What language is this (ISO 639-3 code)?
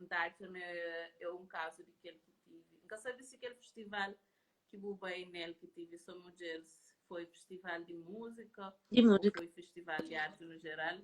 kea